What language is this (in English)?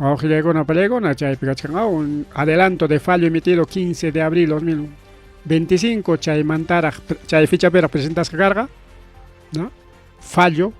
Ayacucho Quechua